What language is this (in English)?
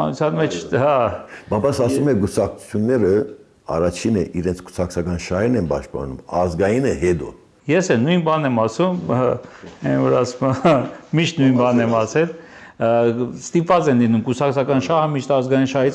Armenian